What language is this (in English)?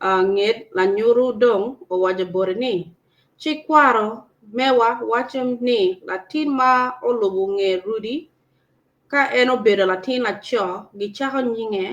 Acoli